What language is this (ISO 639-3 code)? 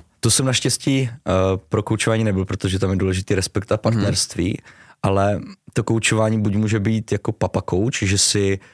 ces